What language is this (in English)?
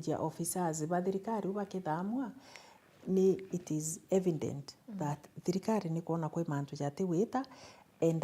Meru